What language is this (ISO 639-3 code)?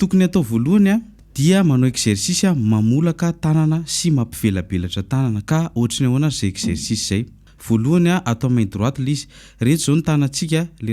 mlg